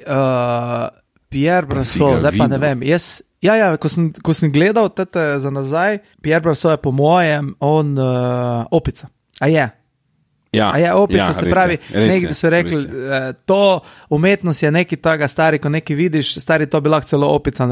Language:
Slovenian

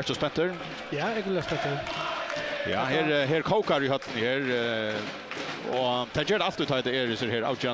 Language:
Faroese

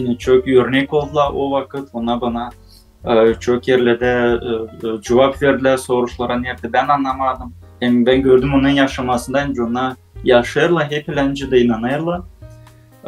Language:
Gagauz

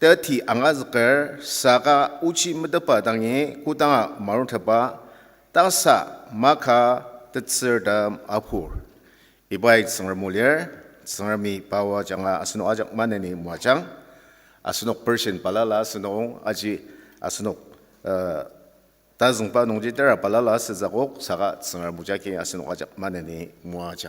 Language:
Ao Naga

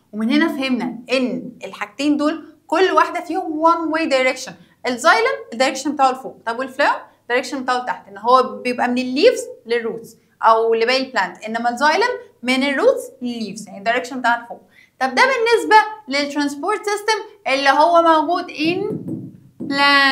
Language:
Egyptian Arabic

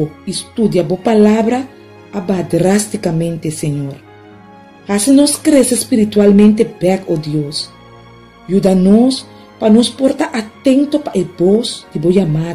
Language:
Papiamento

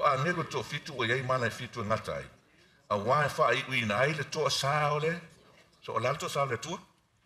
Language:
Samoan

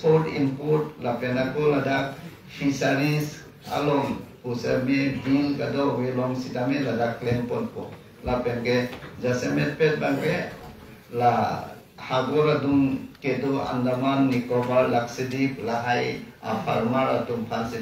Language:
Karbi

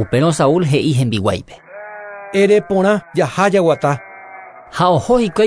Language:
Guarani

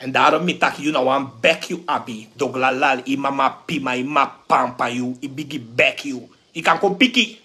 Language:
Sranan Tongo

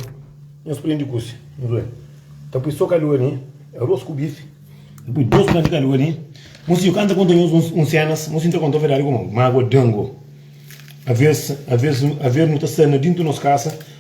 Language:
Kabuverdianu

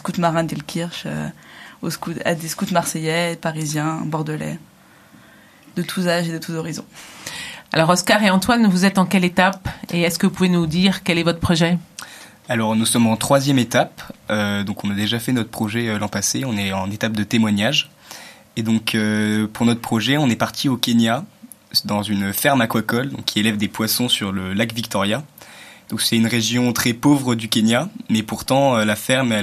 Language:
French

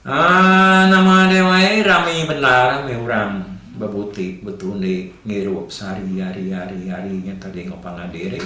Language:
Iban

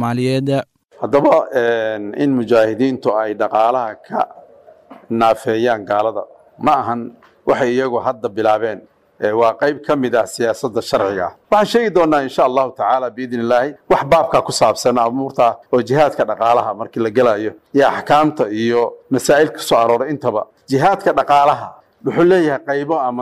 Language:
Somali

